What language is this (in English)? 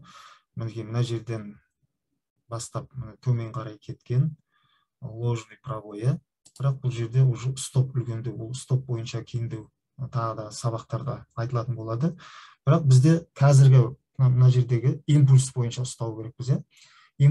Kazakh